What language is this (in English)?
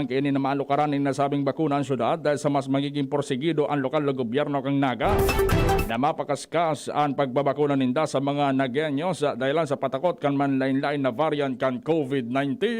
Bikol